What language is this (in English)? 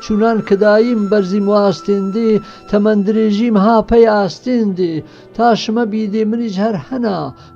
Gurani